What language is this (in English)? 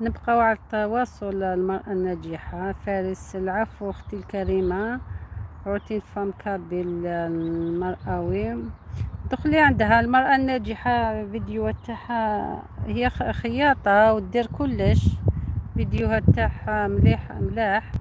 Algerian Arabic